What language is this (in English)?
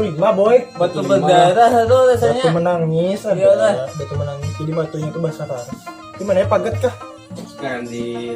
Banjar